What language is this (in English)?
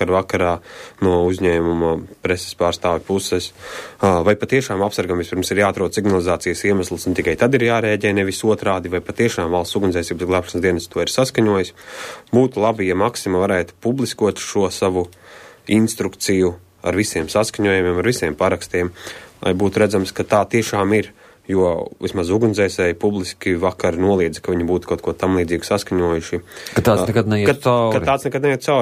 Latvian